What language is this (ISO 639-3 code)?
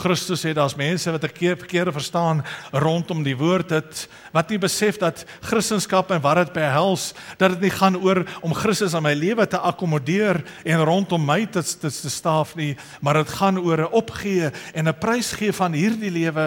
afr